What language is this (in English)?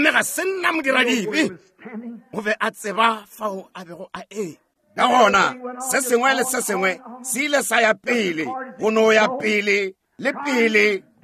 Northern Sotho